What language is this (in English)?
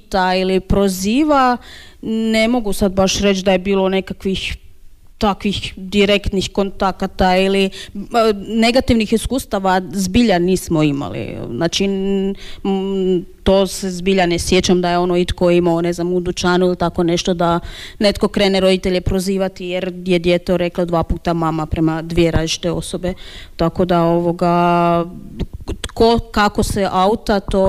Croatian